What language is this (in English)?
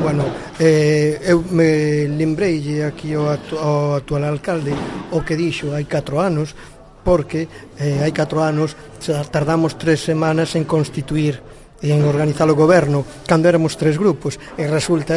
Galician